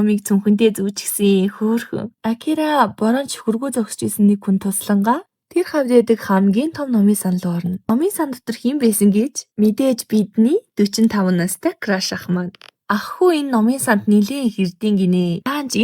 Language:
Mongolian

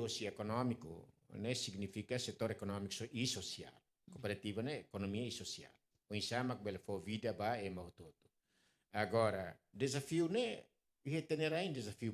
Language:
Tetum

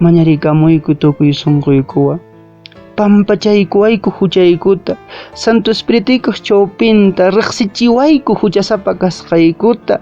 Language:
Quechua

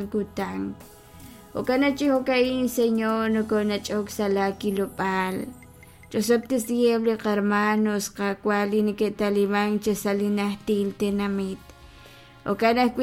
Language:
Kekchí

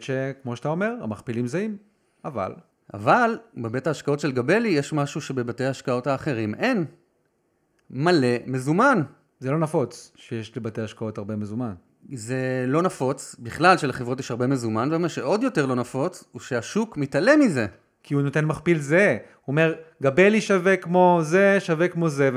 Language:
Hebrew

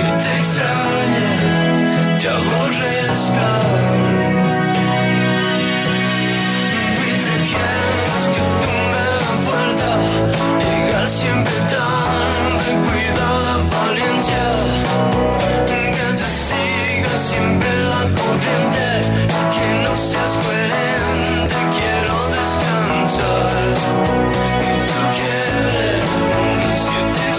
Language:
Spanish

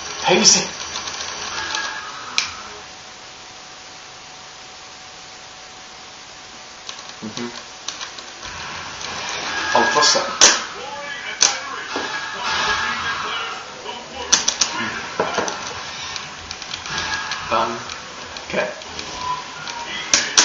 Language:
Swedish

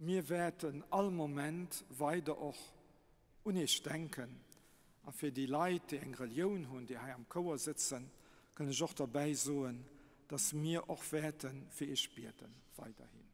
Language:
Luxembourgish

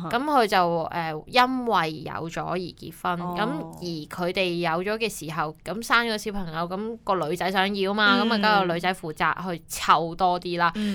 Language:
Cantonese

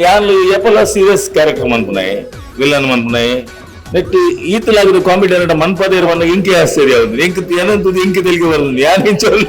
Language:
Tulu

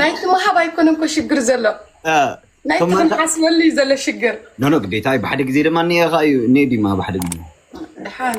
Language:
Tigrinya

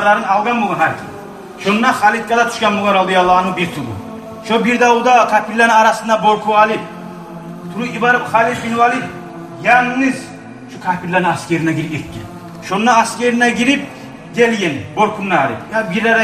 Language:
Kumyk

